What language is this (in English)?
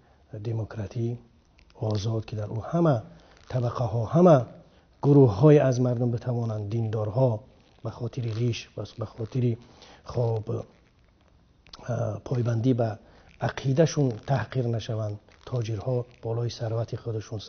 Tajik